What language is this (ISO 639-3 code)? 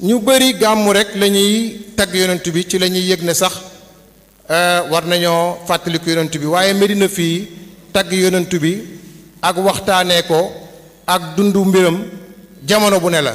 wol